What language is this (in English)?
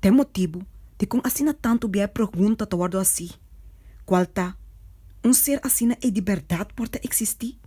Papiamento